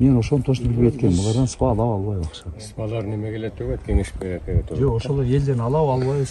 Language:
Kyrgyz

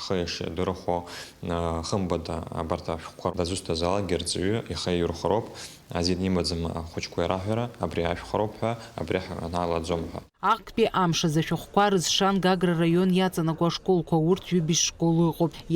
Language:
Abkhazian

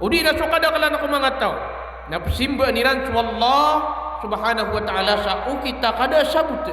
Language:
Maranao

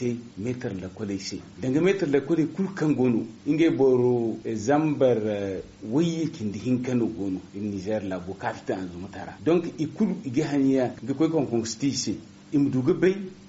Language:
Zarma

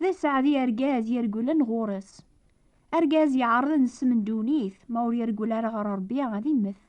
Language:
Kabyle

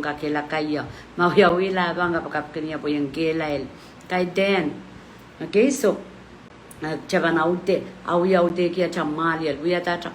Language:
Pohnpeian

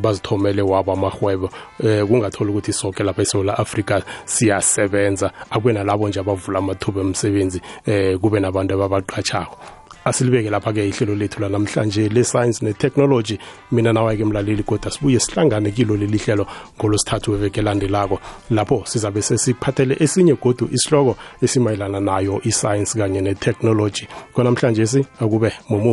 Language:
South Ndebele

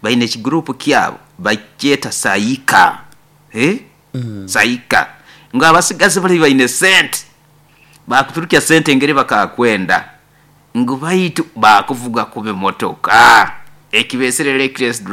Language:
Nyoro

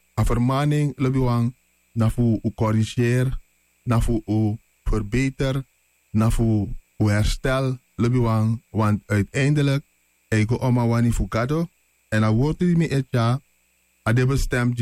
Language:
Sranan Tongo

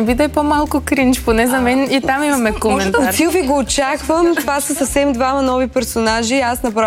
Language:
Bulgarian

